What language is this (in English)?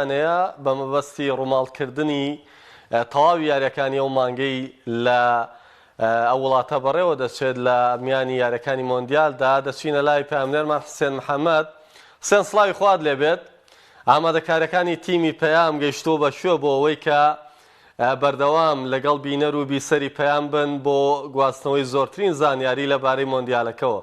Central Kurdish